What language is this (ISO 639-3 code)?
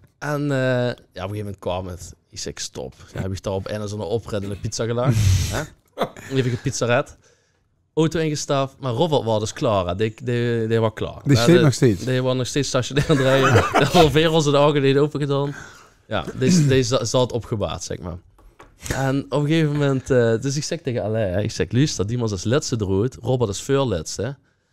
lim